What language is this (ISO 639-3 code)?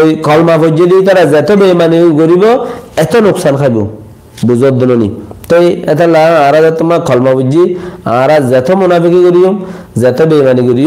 rhg